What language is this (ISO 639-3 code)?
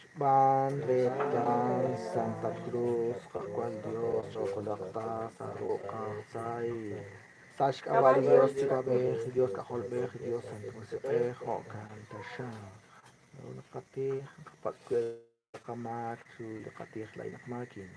kek